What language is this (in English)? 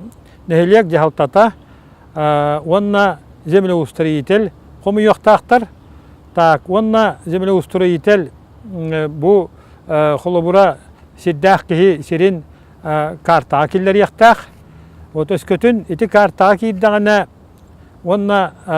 Yakut